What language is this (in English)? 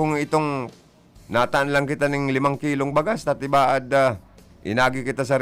Bikol